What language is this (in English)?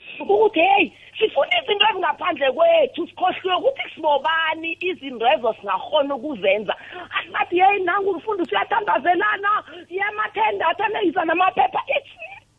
South Ndebele